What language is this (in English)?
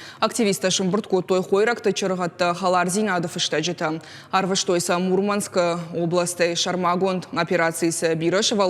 Ossetic